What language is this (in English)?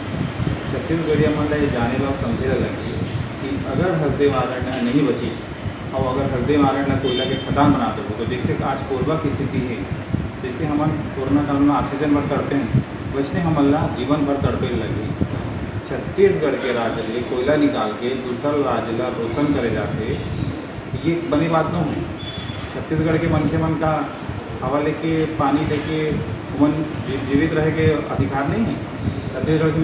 Chhattisgarhi